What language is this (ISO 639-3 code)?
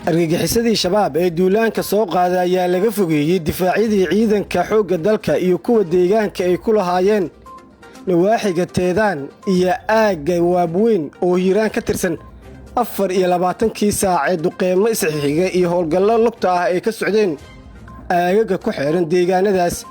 som